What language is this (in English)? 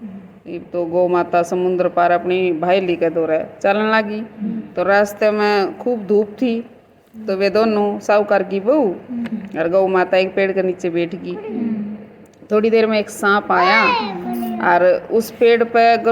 Haryanvi